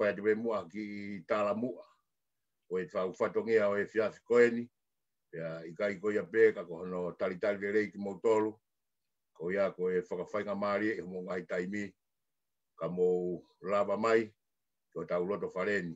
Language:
Tongan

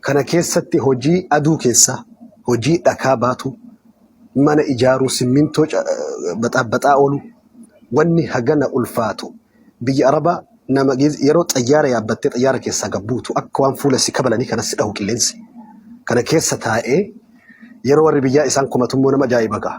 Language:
Oromo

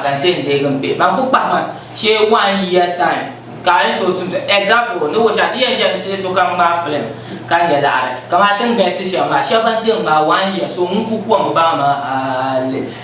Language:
Dagbani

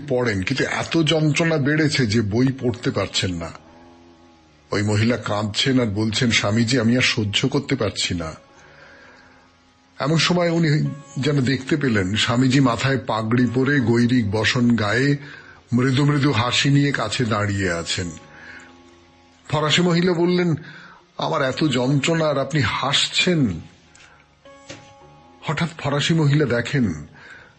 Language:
Bangla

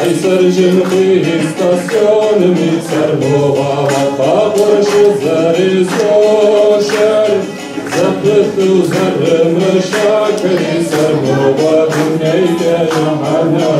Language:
Kabardian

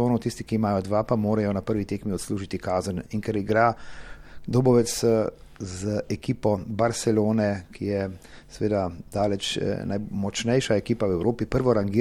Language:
Slovenian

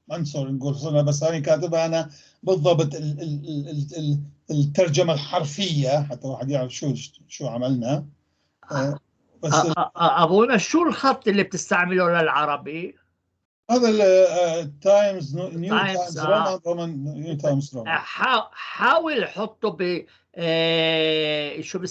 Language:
North Levantine Arabic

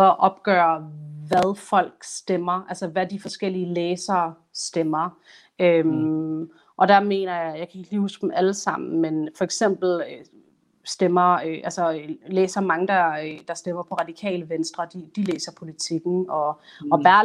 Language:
Danish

